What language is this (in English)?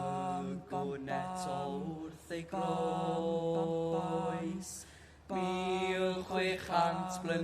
Welsh